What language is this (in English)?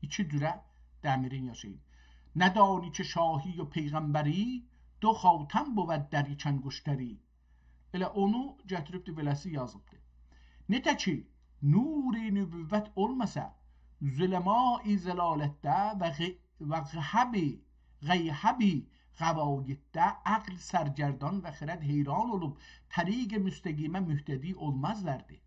South Azerbaijani